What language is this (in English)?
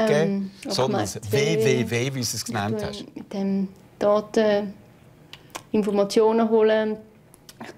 Swiss German